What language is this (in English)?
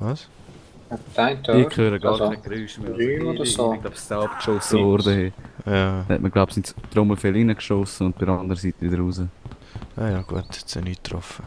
Swiss German